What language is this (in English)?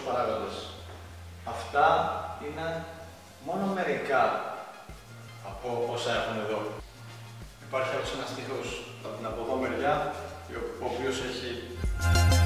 Greek